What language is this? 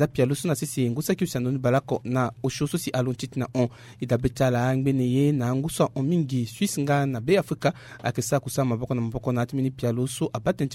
Sango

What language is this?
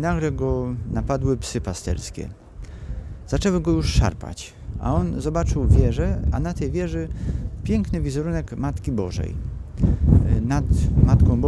Polish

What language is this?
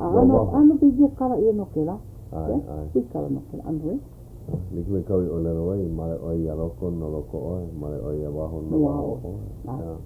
Hawaiian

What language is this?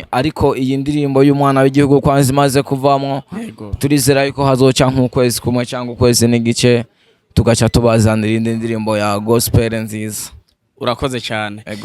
Rundi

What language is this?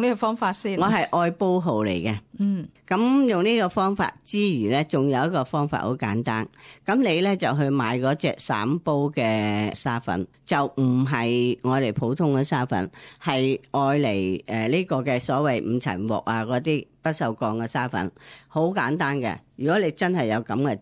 Cantonese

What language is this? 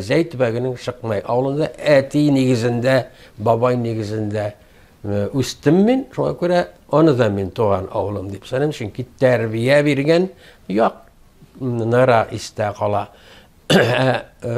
Tatar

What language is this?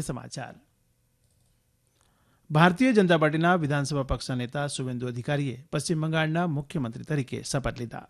Gujarati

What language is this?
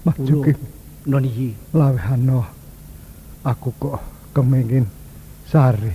Javanese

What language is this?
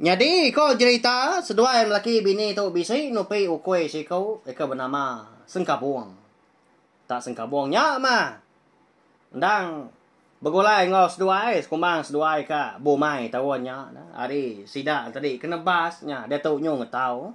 Iban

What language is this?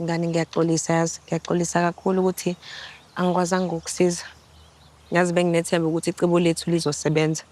Zulu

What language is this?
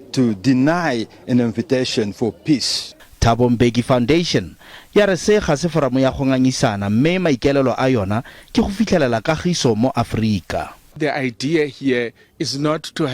Tswana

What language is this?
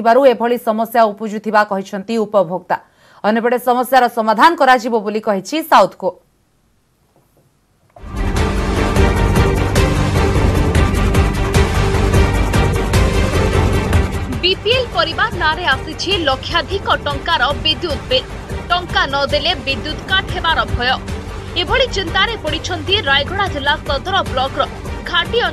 Odia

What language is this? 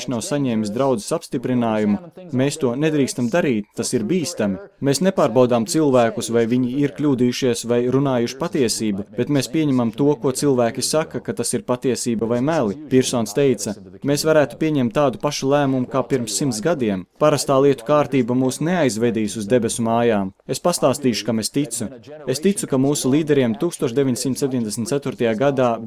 Latvian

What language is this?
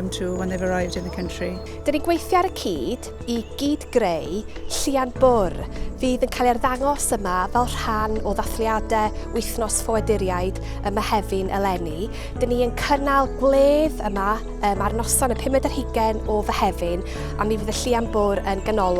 Welsh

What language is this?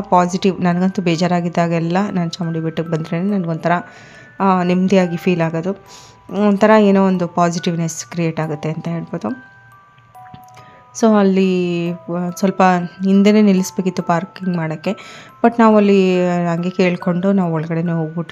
Kannada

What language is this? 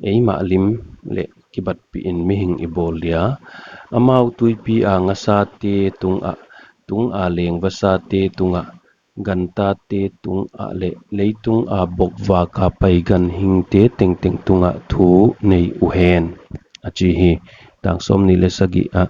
Paite Chin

